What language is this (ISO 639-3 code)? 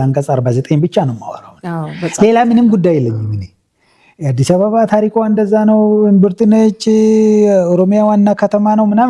amh